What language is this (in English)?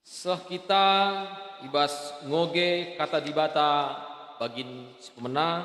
Batak Karo